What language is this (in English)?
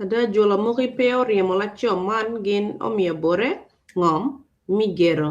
Acoli